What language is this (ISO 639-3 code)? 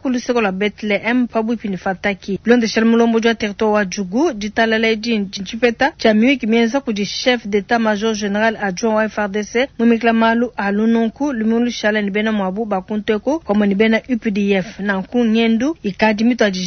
lua